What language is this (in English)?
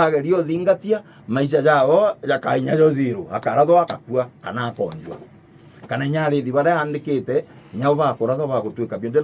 Meru